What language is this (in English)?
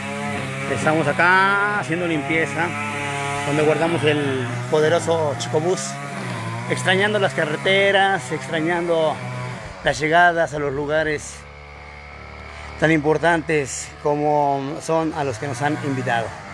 Spanish